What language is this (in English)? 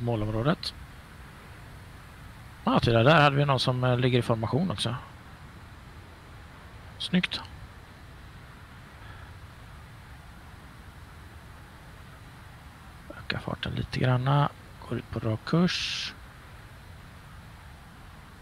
Swedish